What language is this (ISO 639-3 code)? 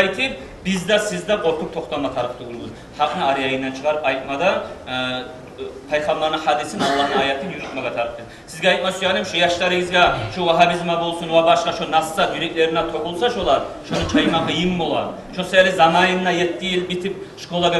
kum